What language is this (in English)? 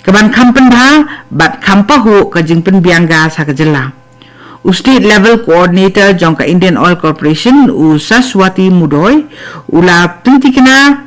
Khasi